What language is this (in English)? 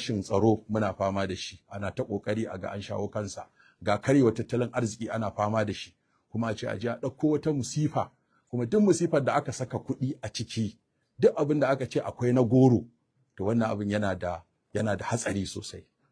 Hausa